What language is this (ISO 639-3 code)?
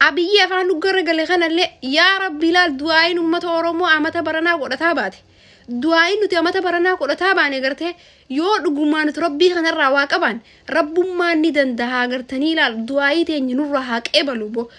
orm